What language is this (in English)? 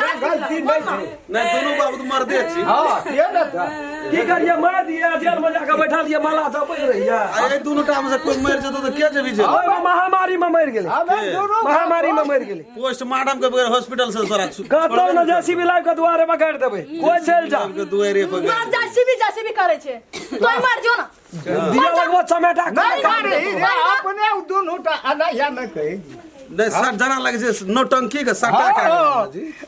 Maithili